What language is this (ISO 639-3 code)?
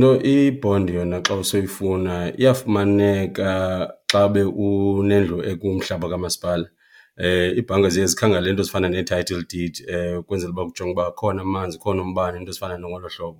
xho